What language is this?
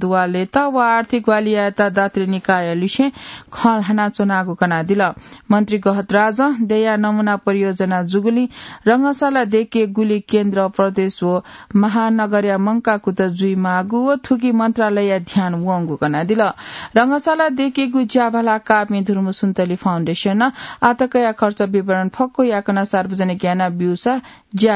Newari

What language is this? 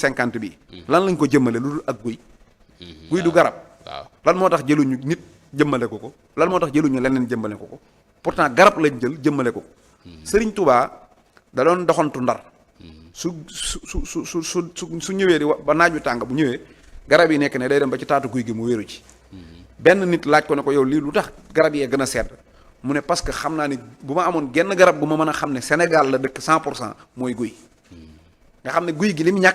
Wolof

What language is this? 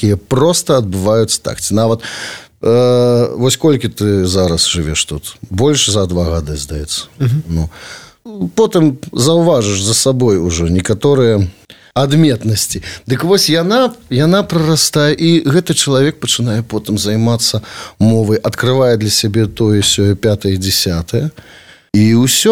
Belarusian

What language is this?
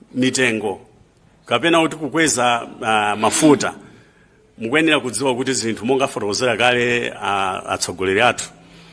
Nyanja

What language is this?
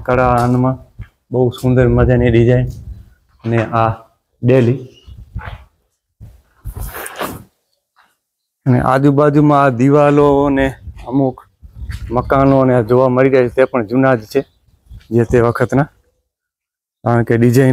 Gujarati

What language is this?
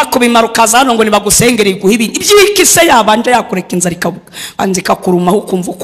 Kinyarwanda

